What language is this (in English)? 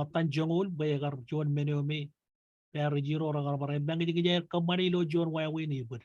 Marshallese